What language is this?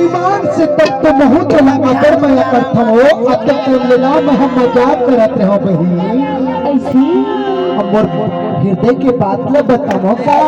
Chhattisgarhi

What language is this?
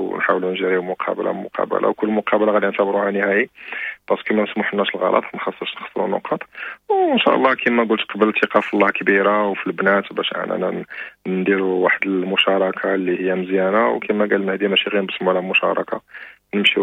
Moroccan Arabic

